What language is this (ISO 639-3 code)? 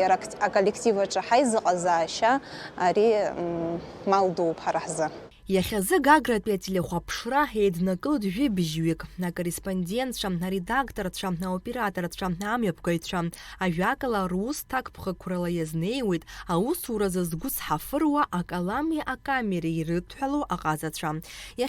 abk